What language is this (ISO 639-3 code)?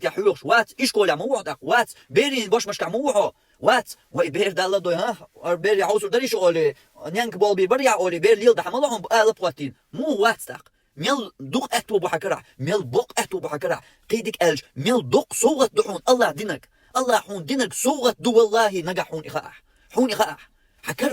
che